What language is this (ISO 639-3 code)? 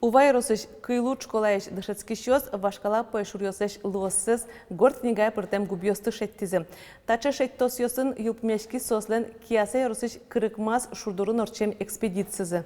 udm